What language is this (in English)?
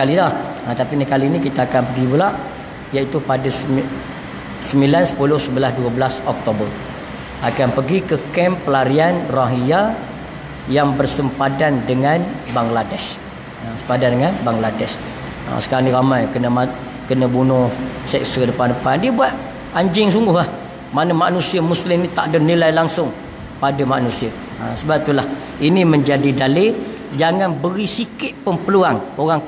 Malay